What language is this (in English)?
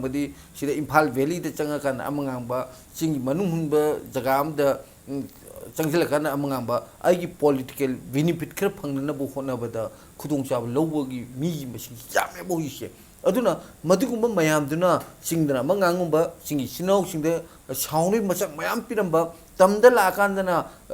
Manipuri